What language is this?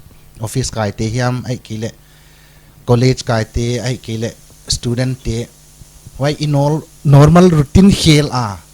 Paite Chin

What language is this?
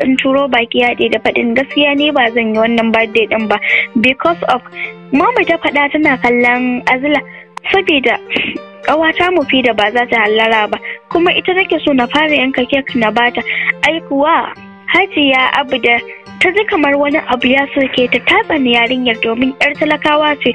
Hausa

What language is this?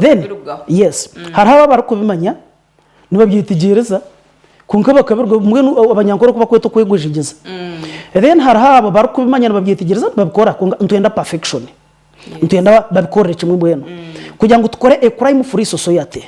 Nyankole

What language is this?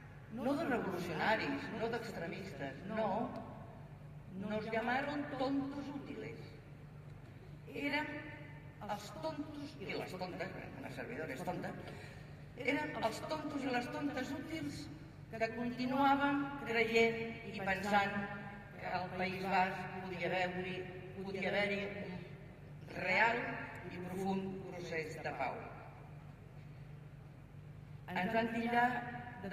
Catalan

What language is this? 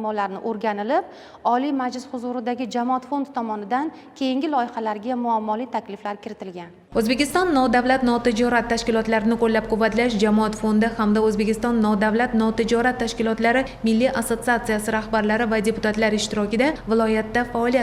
Uzbek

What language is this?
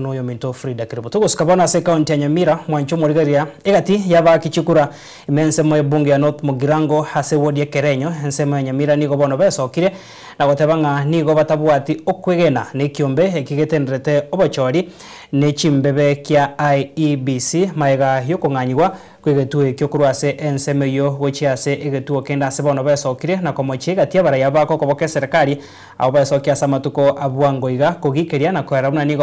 Gusii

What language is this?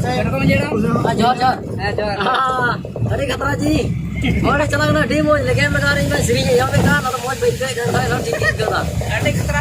Santali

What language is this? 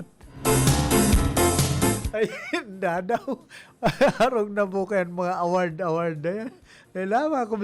Bikol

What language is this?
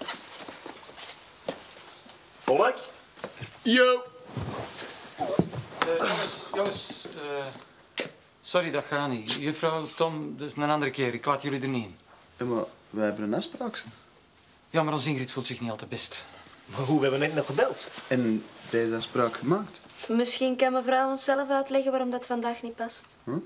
Dutch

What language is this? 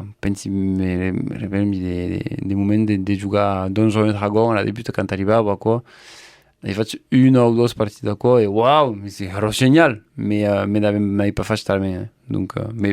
Occitan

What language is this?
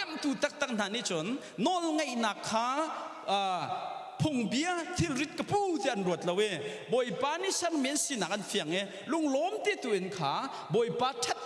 Hakha Chin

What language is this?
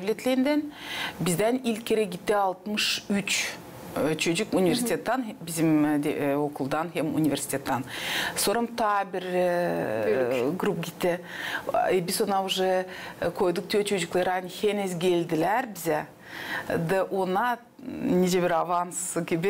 Gagauz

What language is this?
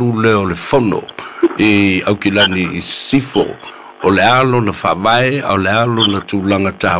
Samoan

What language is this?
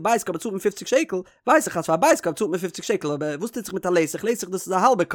Yiddish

